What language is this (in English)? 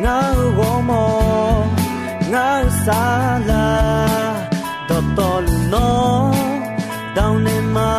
Akha